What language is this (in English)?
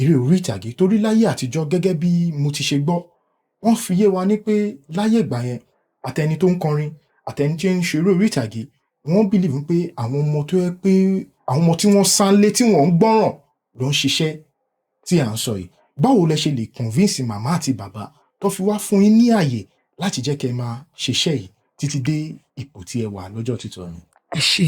Yoruba